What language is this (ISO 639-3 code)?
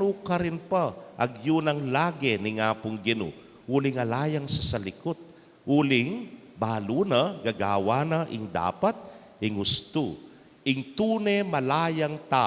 pam